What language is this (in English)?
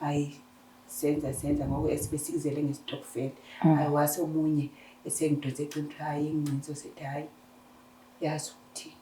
Zulu